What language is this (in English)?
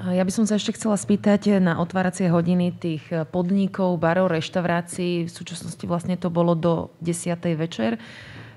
Slovak